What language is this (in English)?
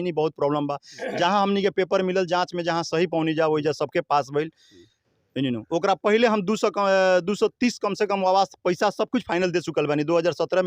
Bhojpuri